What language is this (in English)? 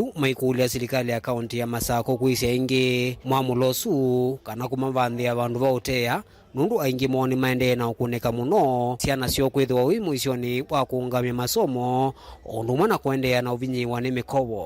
Kamba